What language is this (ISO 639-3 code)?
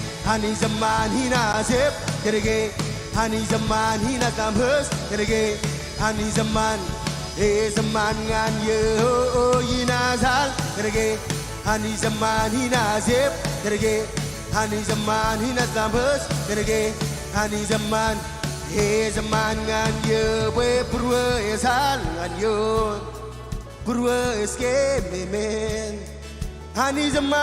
mah